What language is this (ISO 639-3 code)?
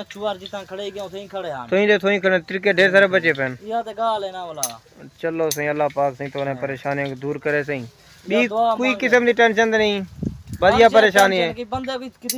skr